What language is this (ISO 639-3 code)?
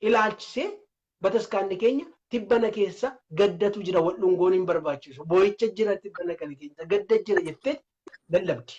orm